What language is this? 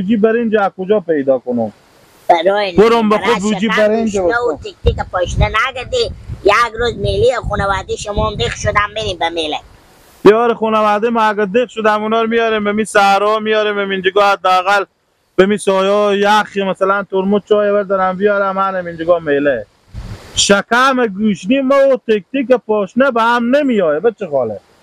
Hazaragi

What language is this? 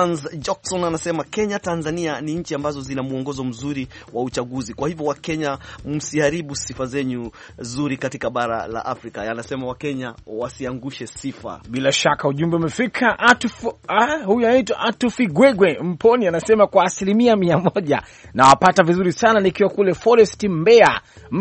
Swahili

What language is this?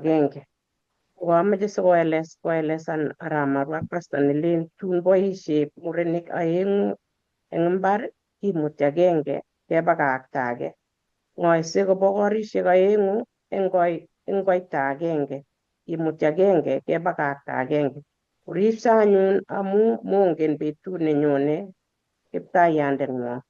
Kalenjin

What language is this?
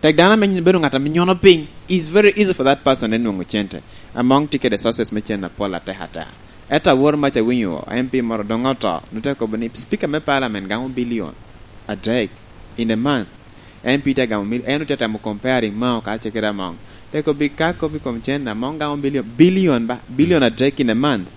Lango (Uganda)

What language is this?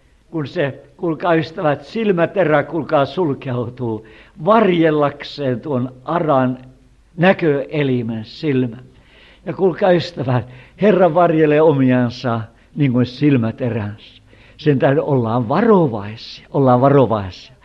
Finnish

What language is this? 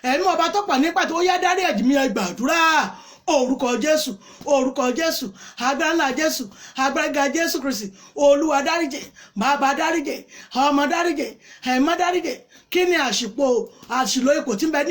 Yoruba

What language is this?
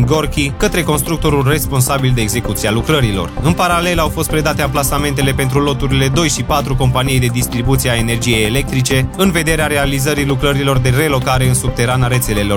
Romanian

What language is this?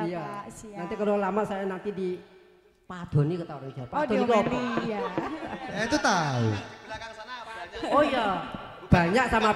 Indonesian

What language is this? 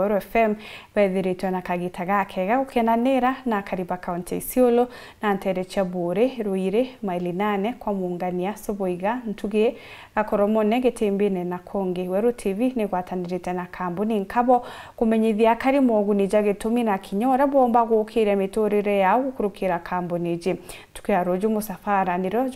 Meru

